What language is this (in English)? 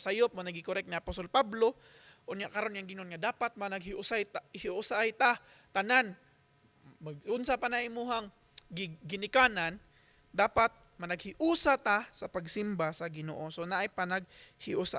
Cebuano